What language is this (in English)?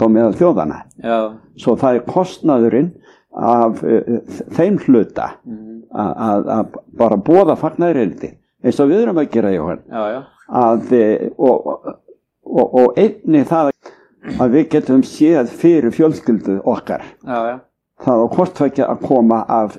Icelandic